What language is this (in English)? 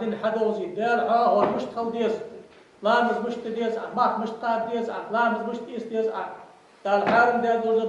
Ingush